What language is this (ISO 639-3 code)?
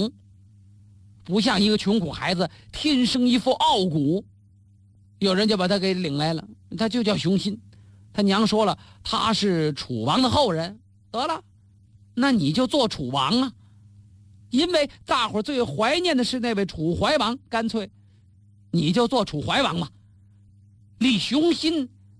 zho